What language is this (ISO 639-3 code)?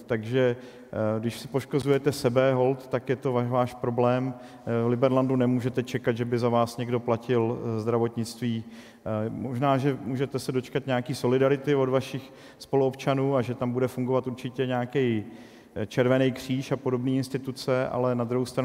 ces